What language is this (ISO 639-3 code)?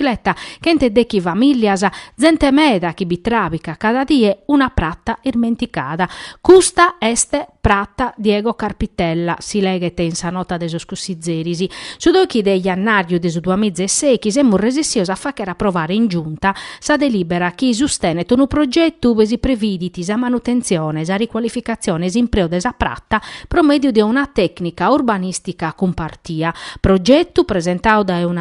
srd